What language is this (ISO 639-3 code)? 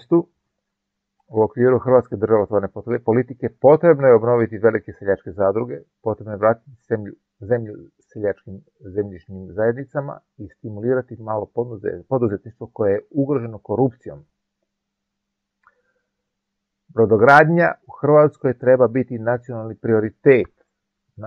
hrv